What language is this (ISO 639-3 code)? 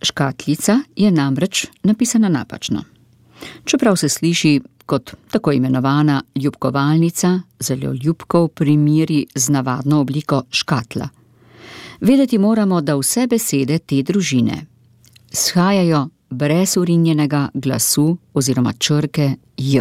slv